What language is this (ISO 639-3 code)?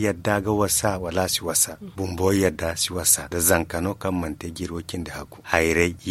dje